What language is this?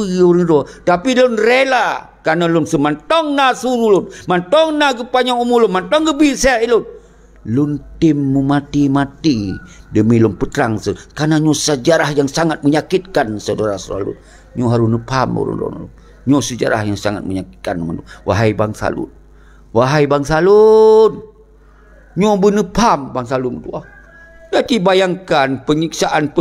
Achinese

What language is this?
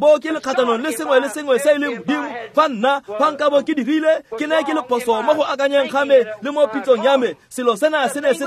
Tswana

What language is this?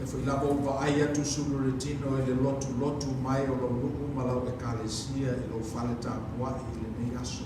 Samoan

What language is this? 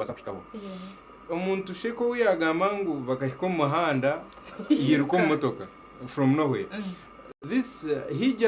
Nyankole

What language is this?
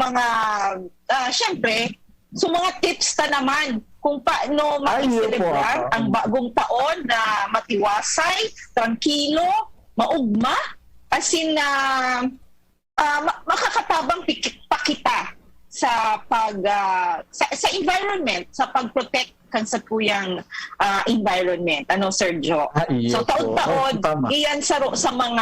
Bikol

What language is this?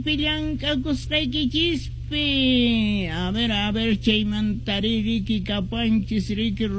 Quechua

